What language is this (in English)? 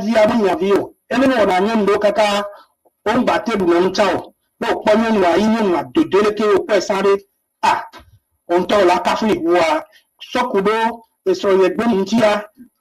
Ewe